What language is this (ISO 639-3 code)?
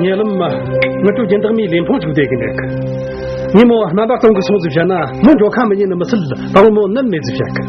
bod